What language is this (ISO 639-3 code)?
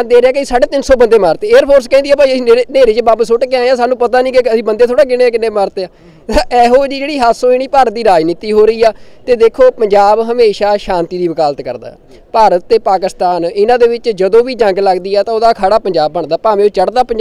pan